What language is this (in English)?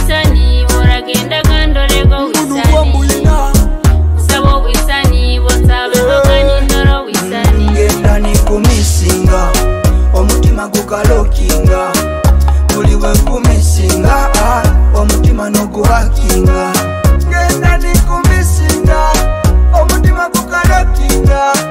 Nyoro